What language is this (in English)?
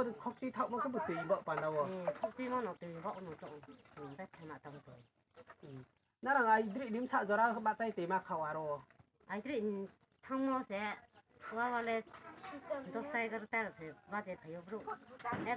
Riang (India)